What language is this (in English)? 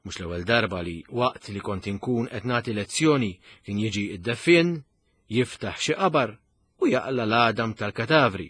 Maltese